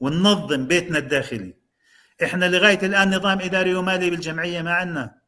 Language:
North Levantine Arabic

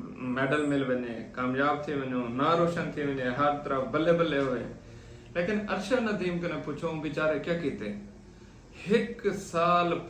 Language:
Saraiki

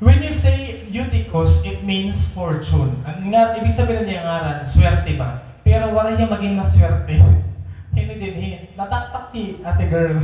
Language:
Waray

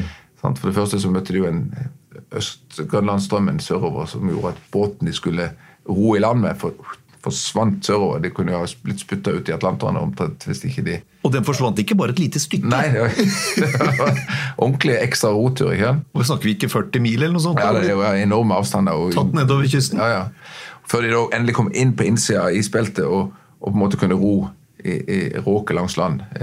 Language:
Norwegian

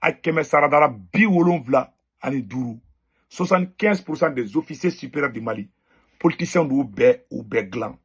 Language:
Bambara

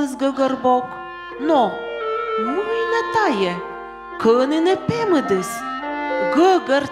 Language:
Komi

